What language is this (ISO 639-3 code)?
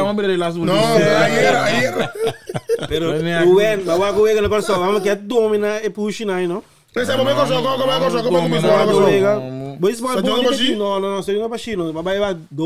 pap